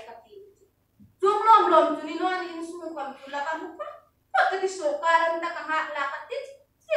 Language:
Hmar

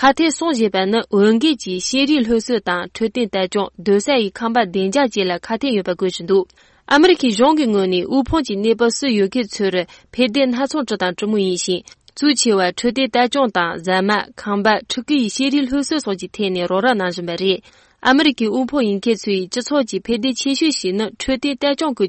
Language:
Tibetan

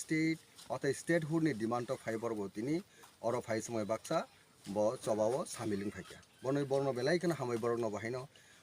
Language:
Kok Borok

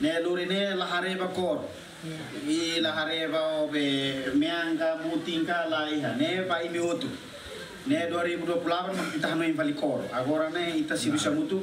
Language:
Tetum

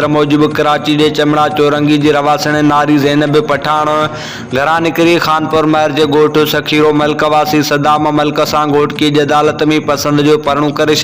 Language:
Sindhi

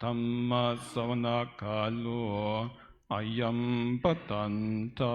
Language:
Pali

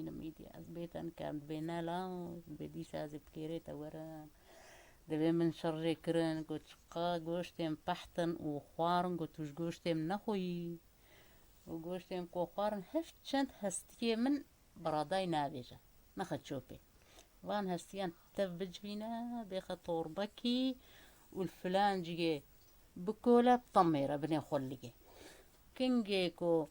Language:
Kurdish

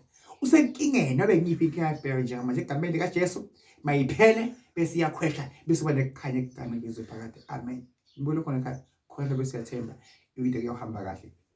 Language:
Zulu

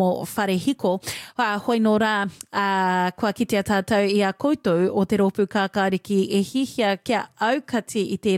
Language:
Māori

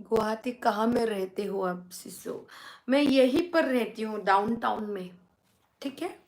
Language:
Bodo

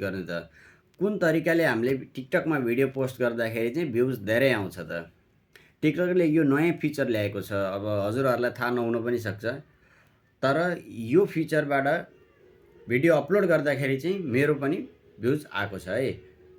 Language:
Nepali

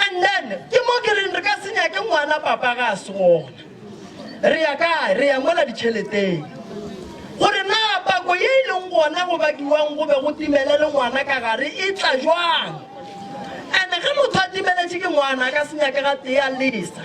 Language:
Northern Sotho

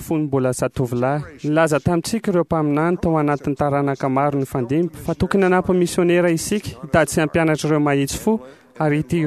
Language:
Malagasy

